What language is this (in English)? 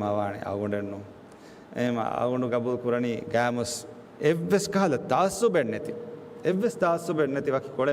Divehi